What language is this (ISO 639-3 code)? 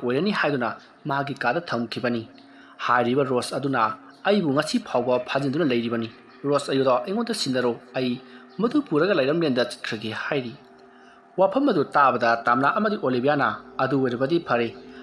mni